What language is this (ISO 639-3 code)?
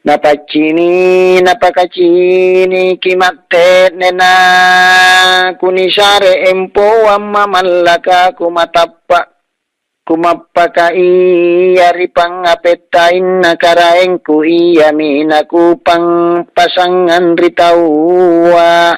mak